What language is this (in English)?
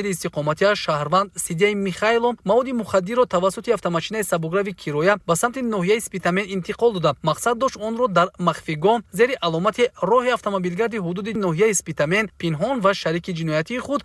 Tajik